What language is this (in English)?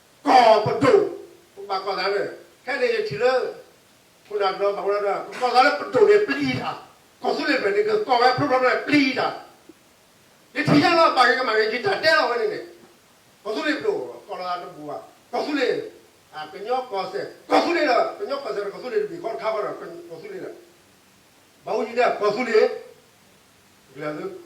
S'gaw Karen